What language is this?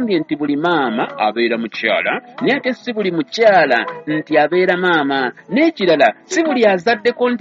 Ganda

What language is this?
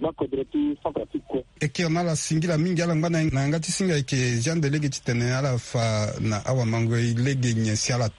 Sango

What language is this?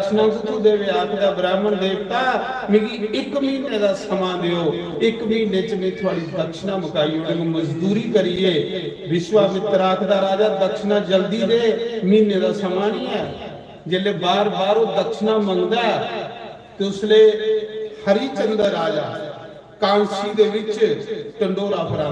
Dogri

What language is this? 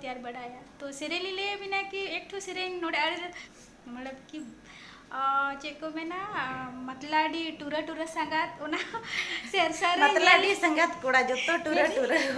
Santali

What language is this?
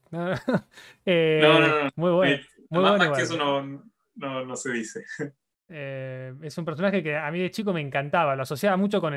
Spanish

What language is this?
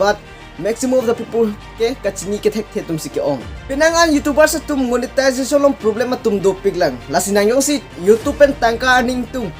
Karbi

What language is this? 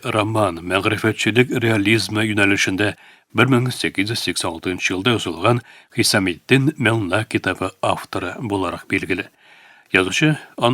Tatar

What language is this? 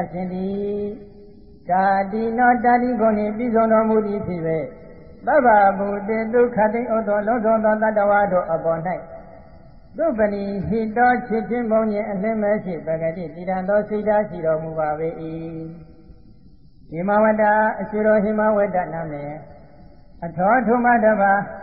Burmese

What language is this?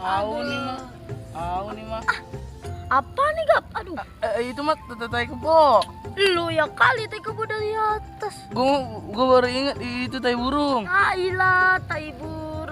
Betawi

